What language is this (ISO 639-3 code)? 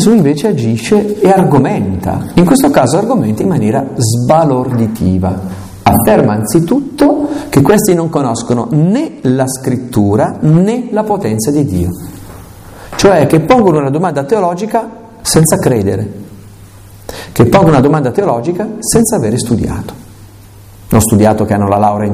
ita